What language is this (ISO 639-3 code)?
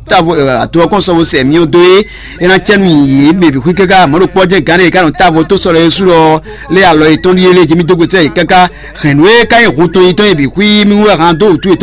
fon